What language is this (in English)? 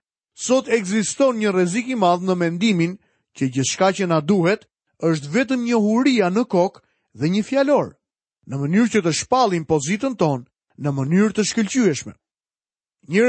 Albanian